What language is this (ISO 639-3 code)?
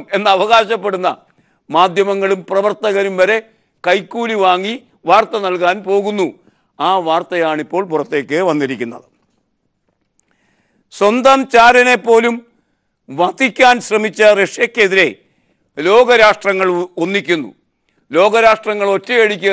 mal